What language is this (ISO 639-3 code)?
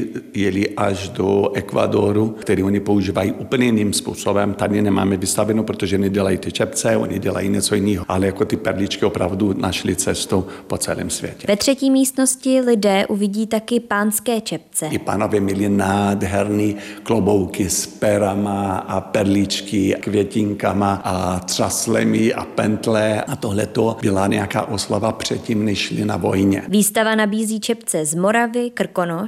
ces